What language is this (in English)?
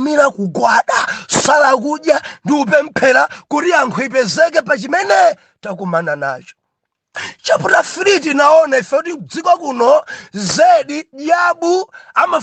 Nyanja